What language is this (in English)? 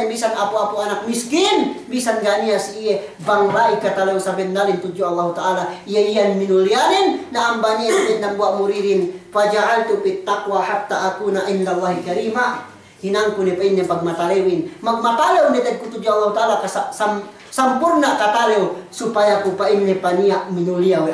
Yakan